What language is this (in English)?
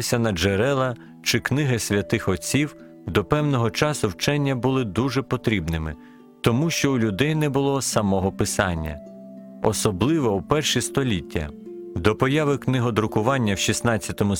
Ukrainian